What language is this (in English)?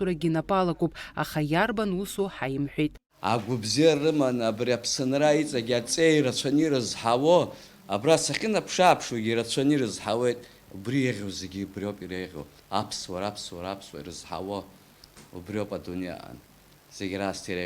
Abkhazian